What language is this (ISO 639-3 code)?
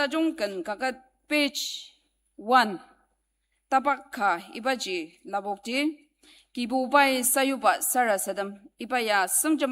njo